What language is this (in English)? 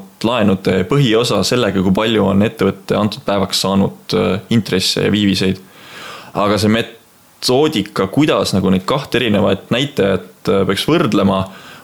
Estonian